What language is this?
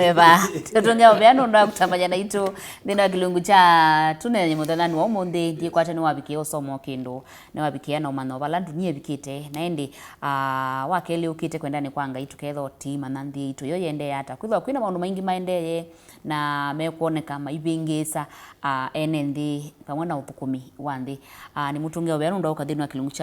Kamba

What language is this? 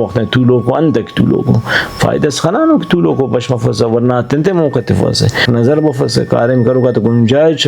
Brahui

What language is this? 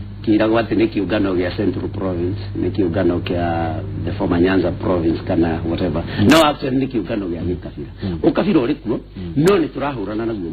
Kikuyu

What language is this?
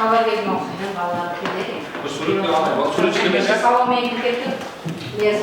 Kara-Kalpak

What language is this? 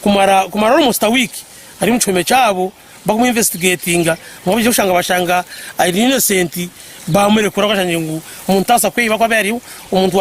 Nyankole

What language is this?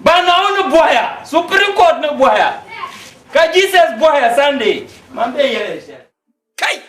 Dagbani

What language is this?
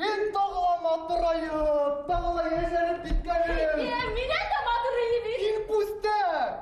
Bashkir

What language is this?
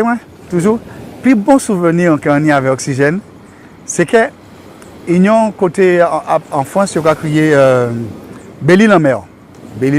Guadeloupean Creole French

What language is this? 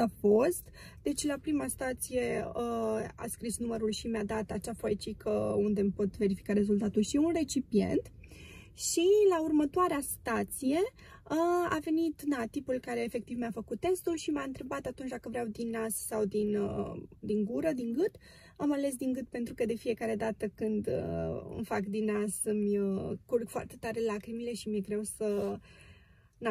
Romanian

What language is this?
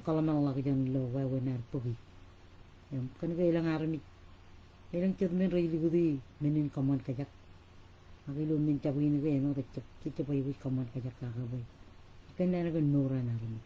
Marshallese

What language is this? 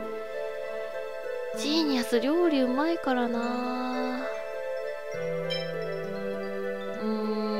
Japanese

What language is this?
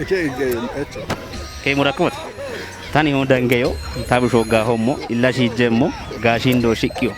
Kafa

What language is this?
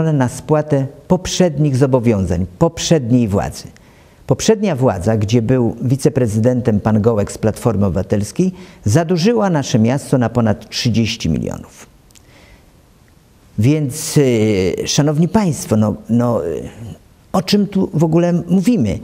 Polish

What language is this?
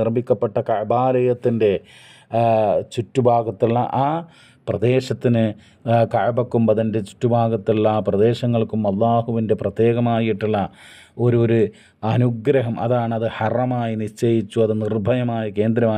Malayalam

